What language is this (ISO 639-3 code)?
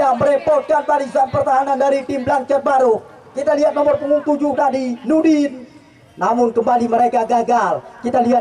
ind